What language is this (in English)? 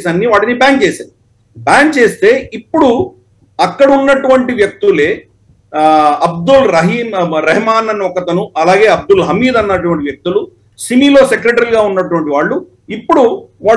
Telugu